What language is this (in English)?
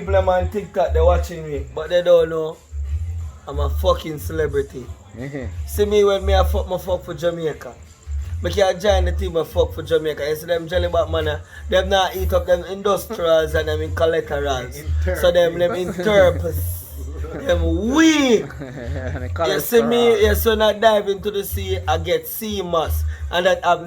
Jamaican Creole English